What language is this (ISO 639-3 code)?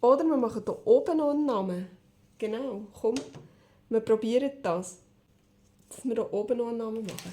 gsw